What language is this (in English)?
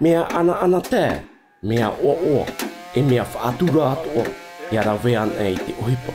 Tahitian